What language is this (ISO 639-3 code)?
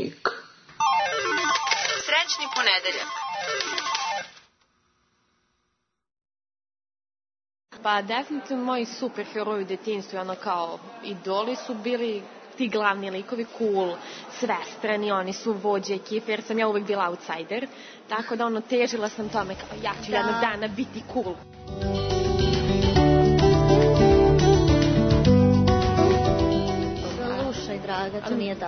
srp